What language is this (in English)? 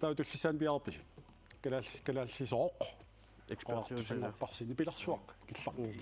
Kalaallisut